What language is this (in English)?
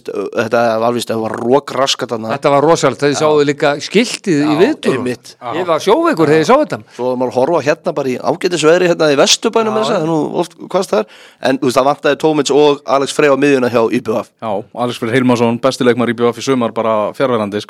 Icelandic